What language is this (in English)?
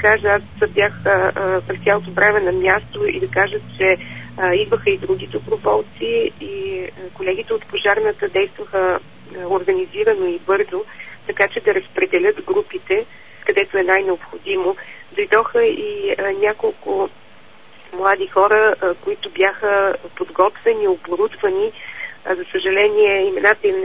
Bulgarian